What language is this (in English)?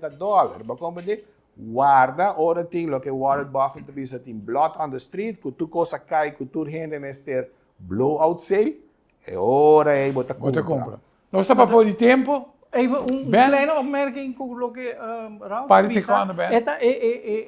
Papiamento